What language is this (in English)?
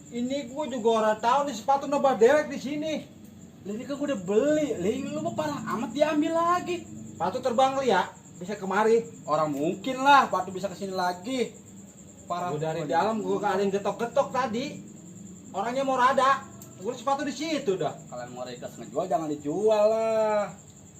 Betawi